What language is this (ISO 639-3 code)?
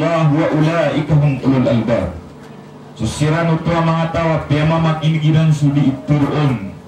mrw